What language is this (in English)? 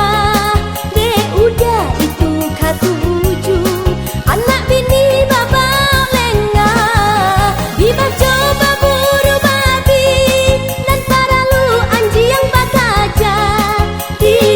Minangkabau